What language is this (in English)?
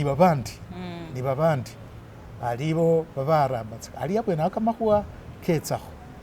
Masaaba